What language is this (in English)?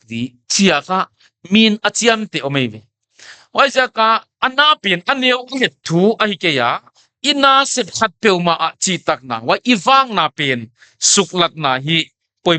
Paite Chin